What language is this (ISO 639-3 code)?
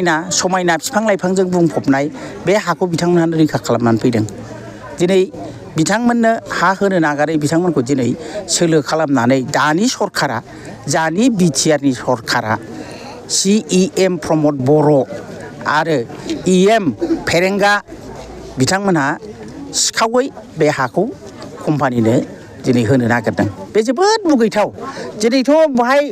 brx